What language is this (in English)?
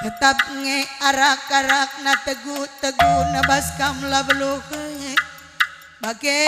Batak Karo